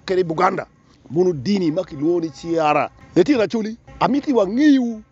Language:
Acoli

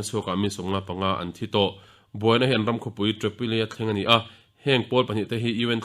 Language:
Mizo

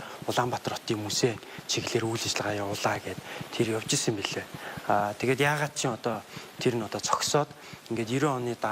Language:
Mongolian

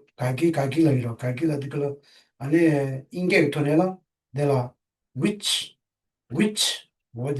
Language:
Tibetan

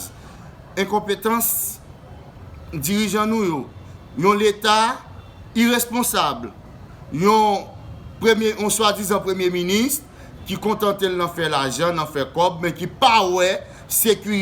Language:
Haitian Creole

